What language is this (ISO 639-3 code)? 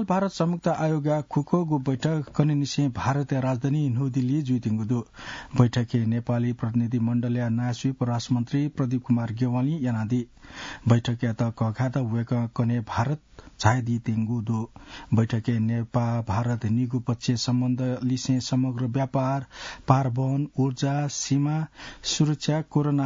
new